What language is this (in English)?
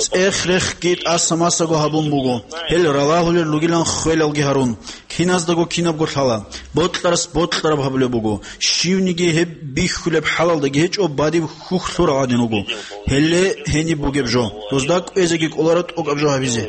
Avaric